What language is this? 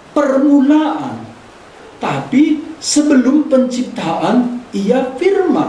Batak Karo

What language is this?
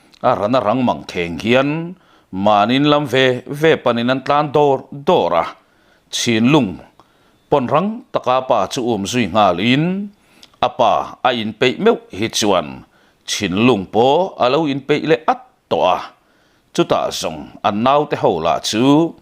Mizo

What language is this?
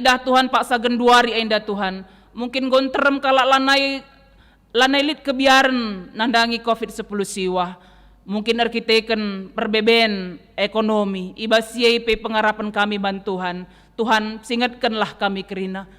Batak Karo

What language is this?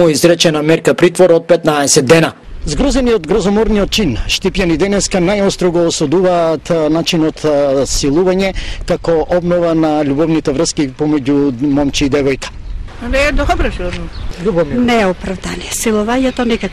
Macedonian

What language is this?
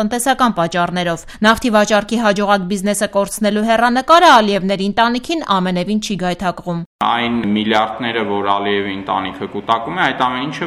Armenian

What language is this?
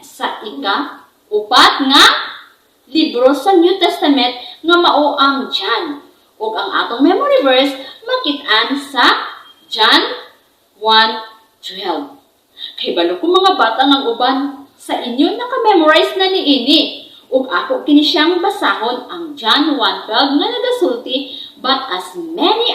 Cebuano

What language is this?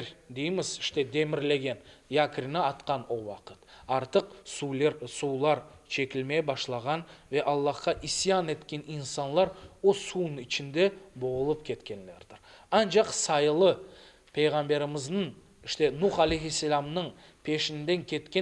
Crimean Tatar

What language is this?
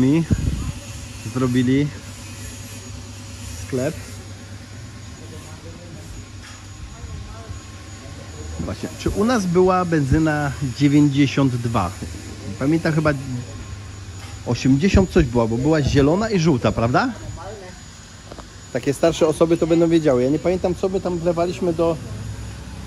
Polish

